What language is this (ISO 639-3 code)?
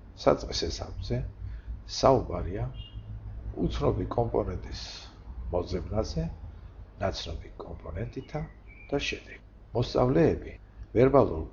kat